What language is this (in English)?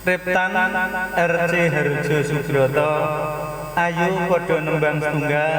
Javanese